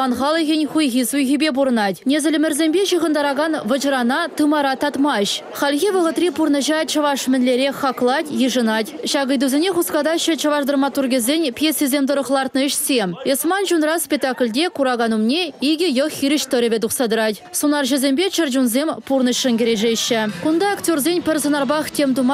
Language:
Chuvash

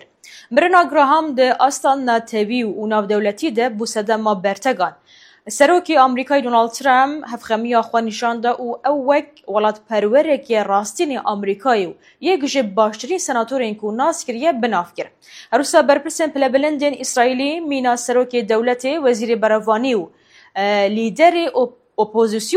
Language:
Kurdish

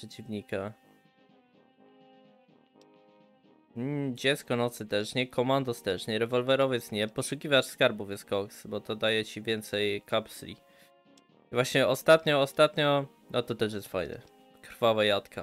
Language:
Polish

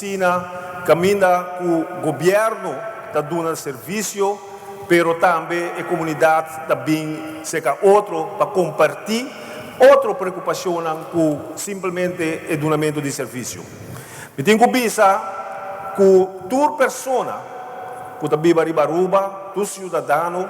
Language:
Papiamento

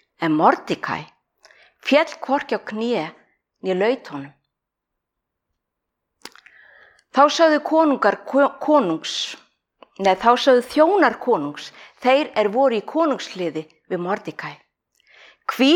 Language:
Icelandic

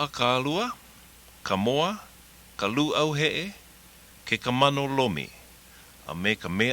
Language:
Hawaiian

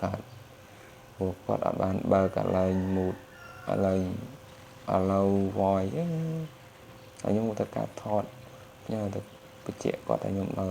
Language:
Khmer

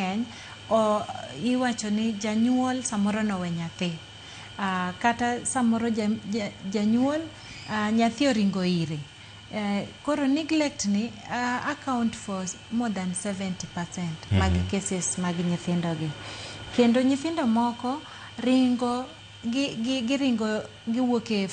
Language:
Luo (Kenya and Tanzania)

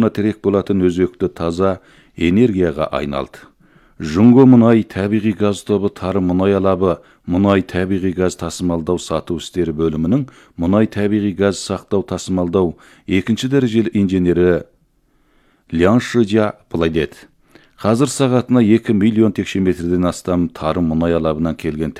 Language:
Kazakh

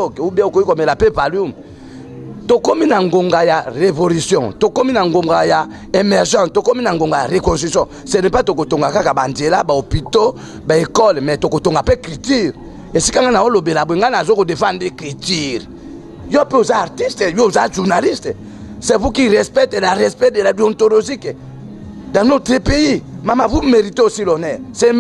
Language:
Lingala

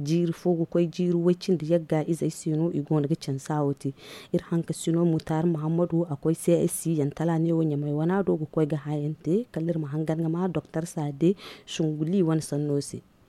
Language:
Zarma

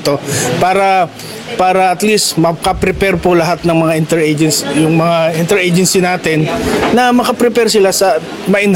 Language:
Filipino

